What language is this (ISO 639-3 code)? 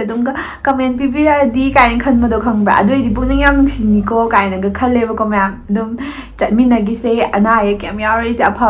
mni